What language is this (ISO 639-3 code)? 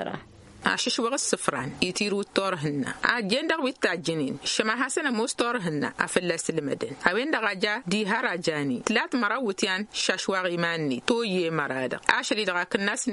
taq